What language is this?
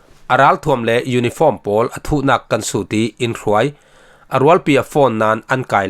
Falam Chin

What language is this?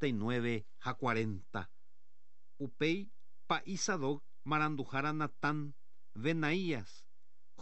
Guarani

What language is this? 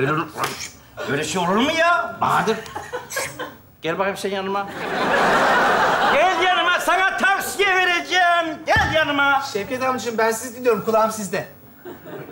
Turkish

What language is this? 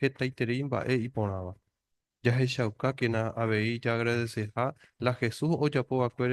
Guarani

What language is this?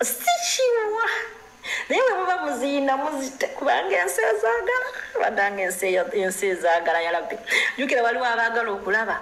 Ganda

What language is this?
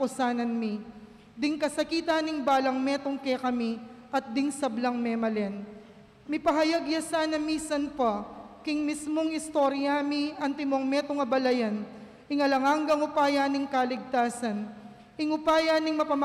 Pampanga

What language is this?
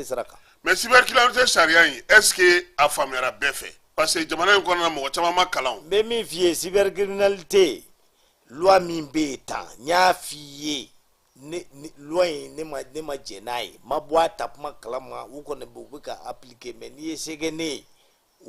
Bambara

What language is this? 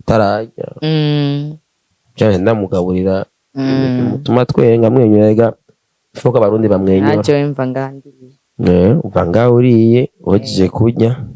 Rundi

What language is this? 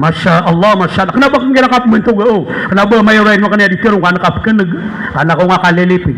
Maranao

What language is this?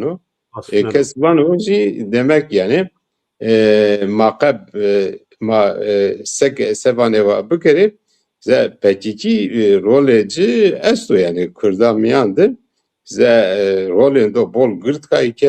Zaza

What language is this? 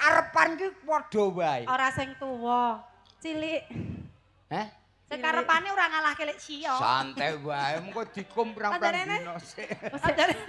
Javanese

